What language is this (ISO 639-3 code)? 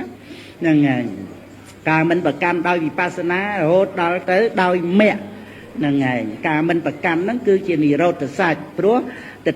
khm